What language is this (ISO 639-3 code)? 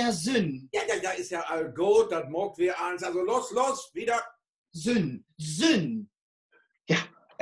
nds